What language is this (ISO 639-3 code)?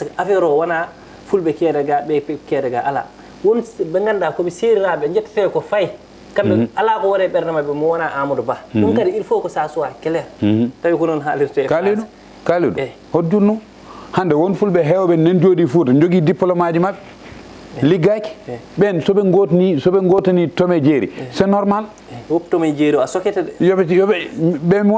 ful